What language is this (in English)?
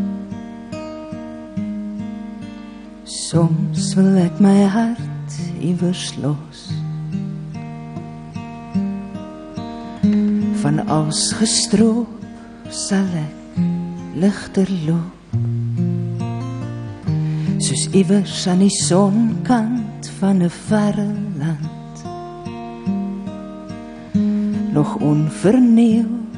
Afrikaans